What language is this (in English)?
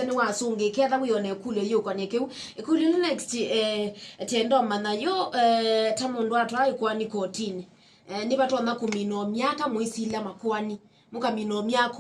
Kamba